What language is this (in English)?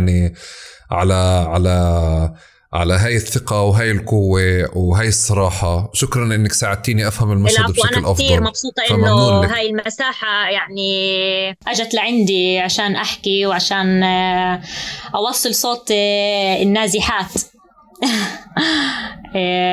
North Levantine Arabic